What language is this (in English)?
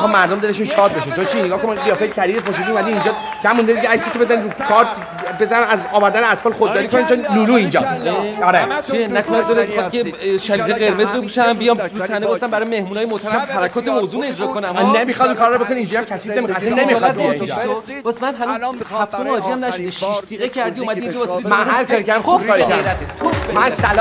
Persian